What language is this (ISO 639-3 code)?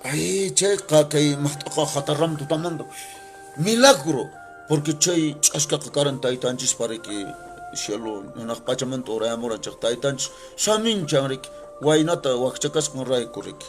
que